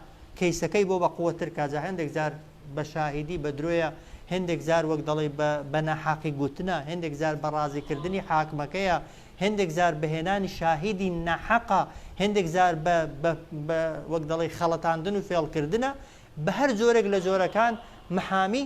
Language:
Central Kurdish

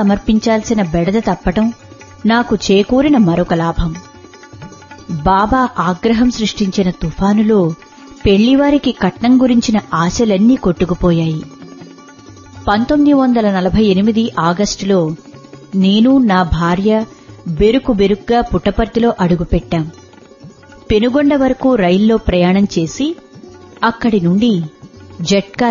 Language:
Telugu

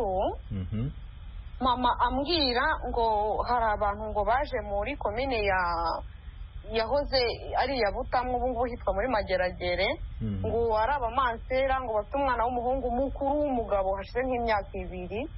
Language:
Kinyarwanda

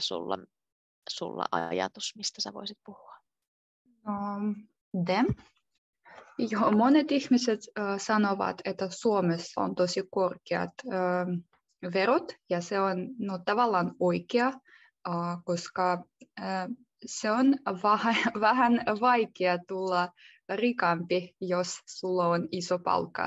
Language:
Finnish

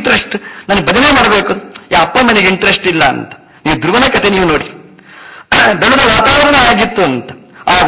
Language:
Kannada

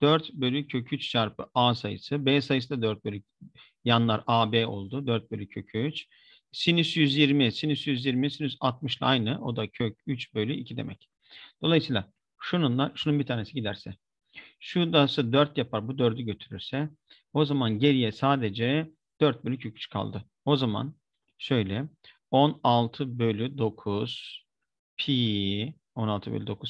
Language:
Turkish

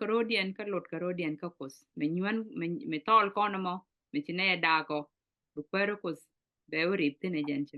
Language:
Nuer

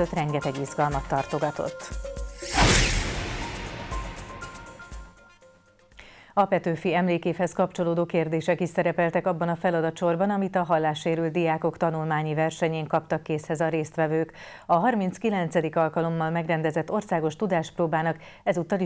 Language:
Hungarian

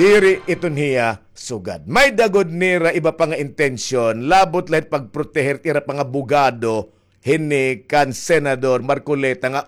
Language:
Waray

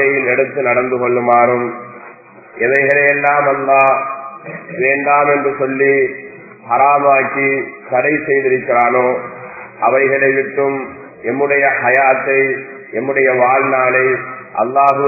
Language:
Tamil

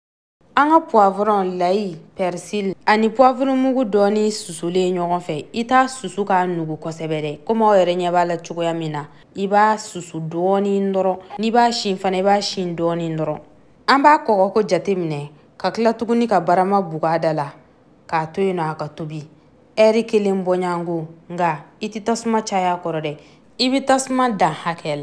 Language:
Bambara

